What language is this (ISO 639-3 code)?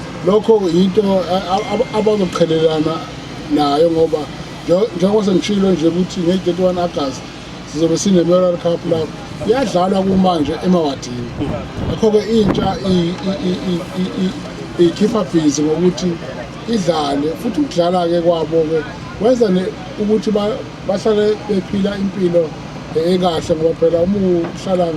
zul